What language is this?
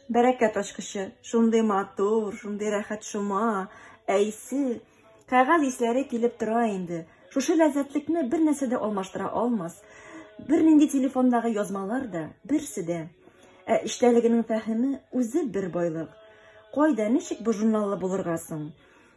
Bashkir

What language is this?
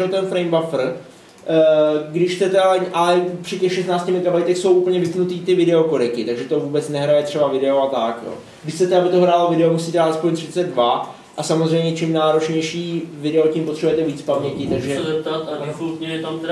Czech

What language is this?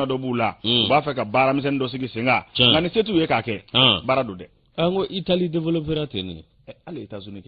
Bambara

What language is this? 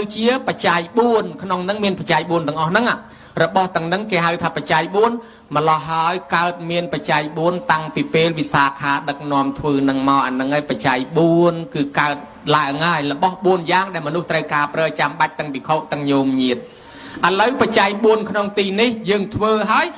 Khmer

